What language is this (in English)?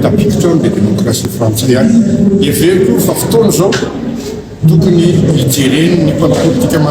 Malagasy